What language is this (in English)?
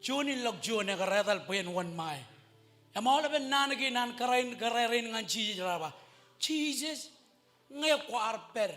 Marshallese